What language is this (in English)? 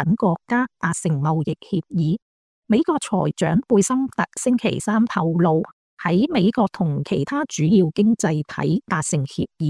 Cantonese